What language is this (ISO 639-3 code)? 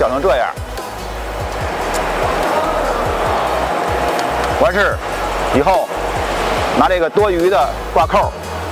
zho